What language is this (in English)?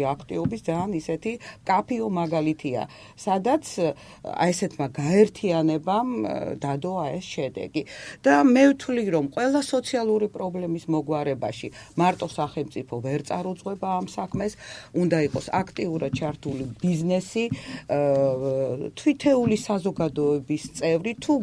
Georgian